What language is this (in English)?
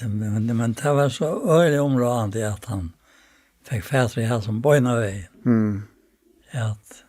Faroese